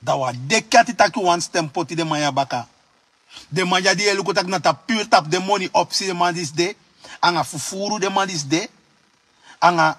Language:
Sranan Tongo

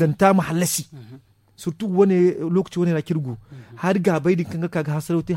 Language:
Zarma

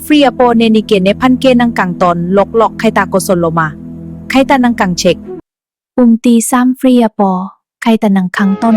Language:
Karbi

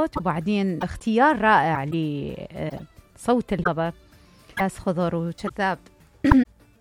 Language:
Mesopotamian Arabic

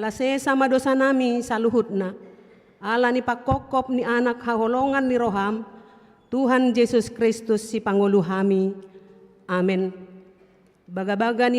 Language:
Batak Toba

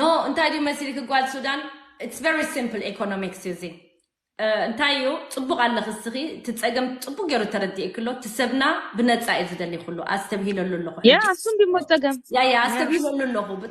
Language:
Tigrinya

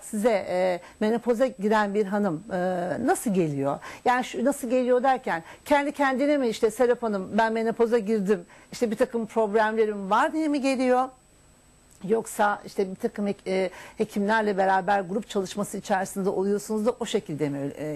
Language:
Turkish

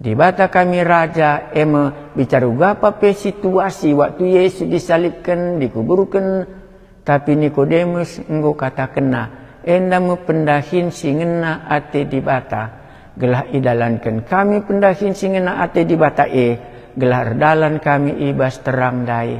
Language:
Batak Karo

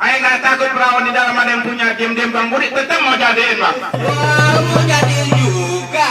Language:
Betawi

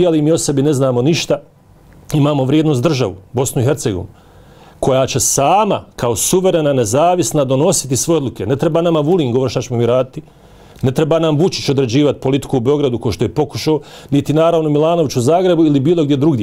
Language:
Bosnian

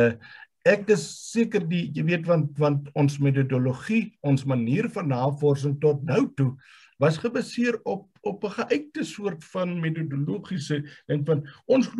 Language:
Afrikaans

